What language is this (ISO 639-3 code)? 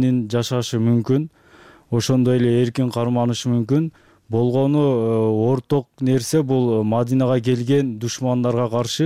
kir